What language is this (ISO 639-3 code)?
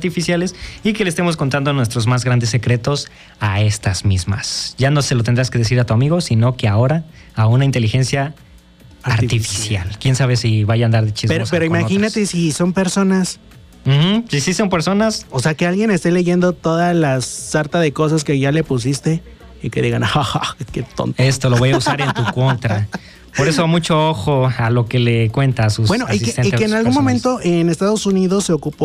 spa